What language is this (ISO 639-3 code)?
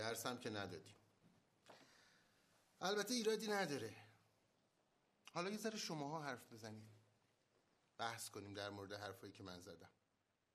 fas